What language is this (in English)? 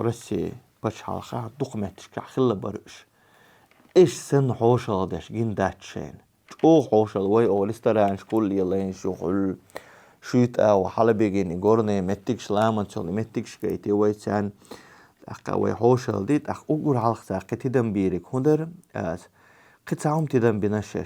Chechen